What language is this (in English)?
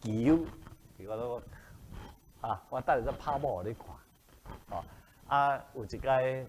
Min Nan Chinese